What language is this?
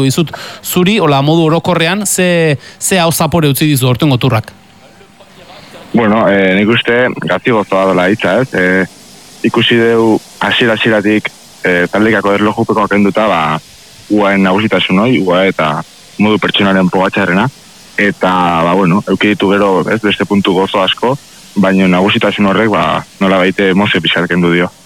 Basque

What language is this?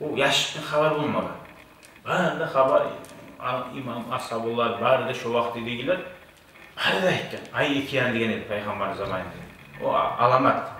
Kumyk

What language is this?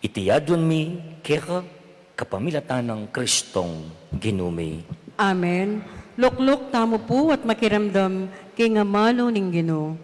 Pampanga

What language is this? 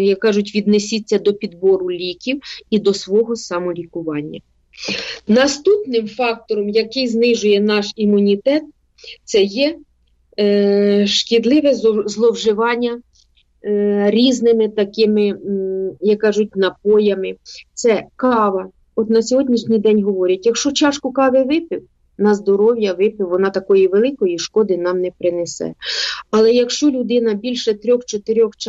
Ukrainian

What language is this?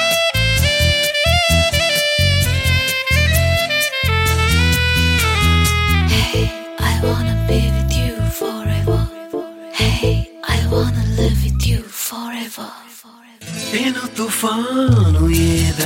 Telugu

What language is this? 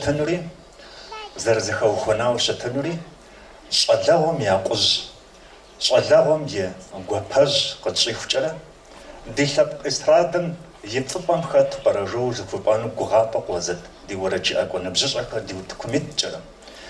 Kabardian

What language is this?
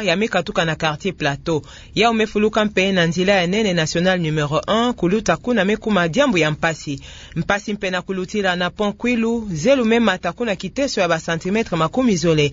Kituba (Democratic Republic of Congo)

